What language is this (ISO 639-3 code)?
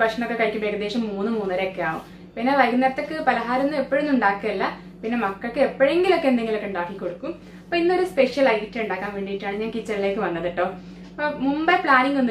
mal